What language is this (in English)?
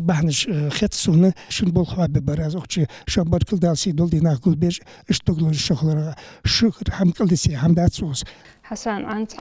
Ingush